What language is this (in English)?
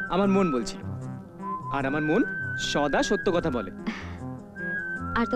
Bangla